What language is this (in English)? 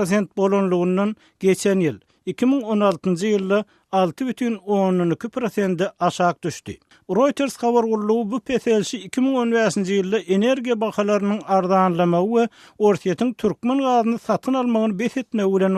Turkmen